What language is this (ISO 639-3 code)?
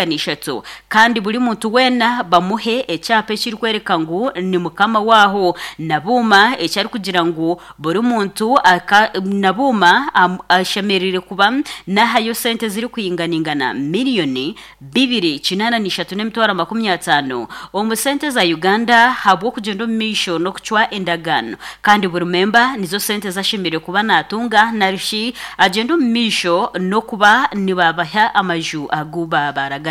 nyn